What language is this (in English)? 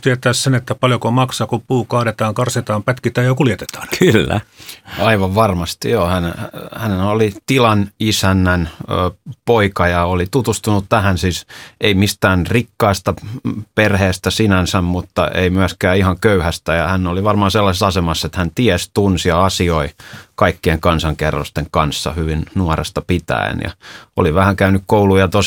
Finnish